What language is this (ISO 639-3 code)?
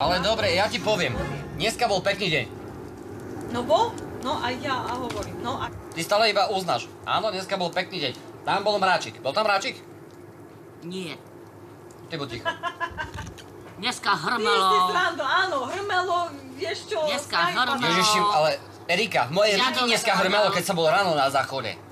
slk